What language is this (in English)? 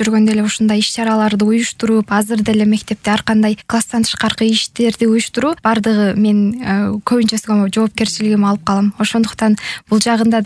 Kyrgyz